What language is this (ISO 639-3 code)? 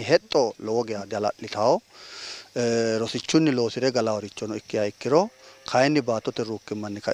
sid